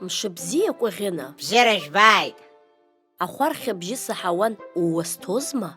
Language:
Abkhazian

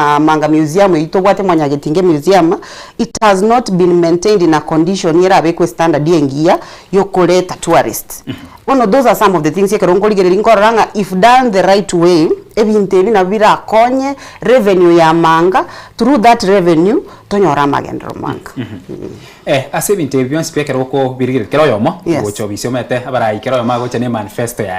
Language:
Gusii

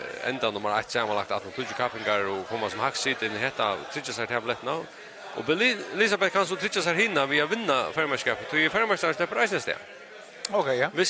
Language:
Faroese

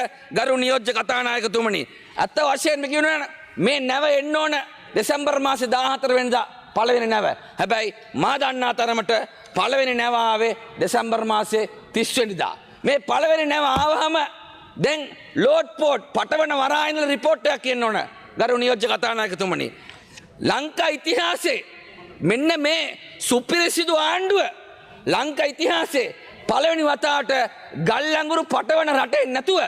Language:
Sinhala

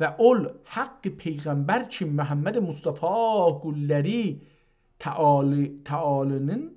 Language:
South Azerbaijani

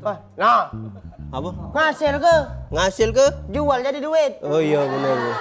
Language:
Musi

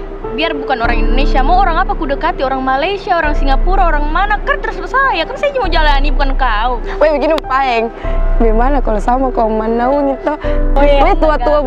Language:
Makassar Malay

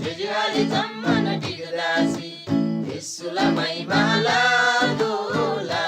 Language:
Eastern Tamang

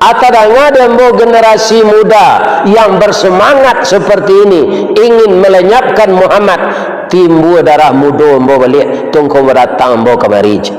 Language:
Minangkabau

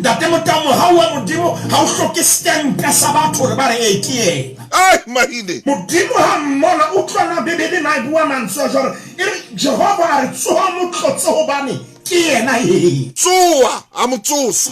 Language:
Southern Sotho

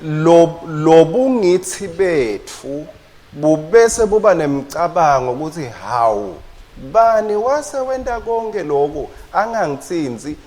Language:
Swati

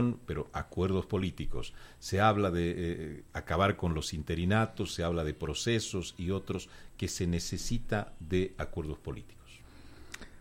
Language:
Spanish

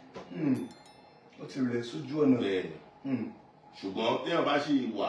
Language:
Yoruba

